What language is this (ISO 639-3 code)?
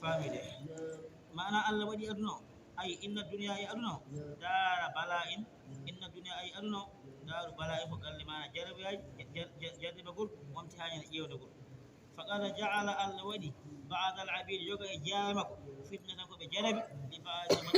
ful